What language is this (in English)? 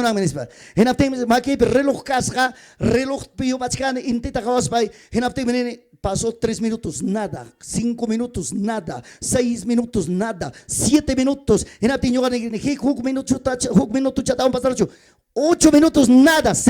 Ayacucho Quechua